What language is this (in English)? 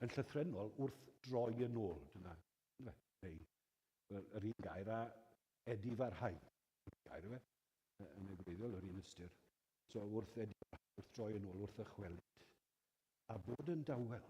Welsh